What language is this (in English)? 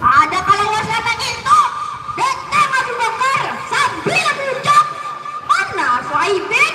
Banjar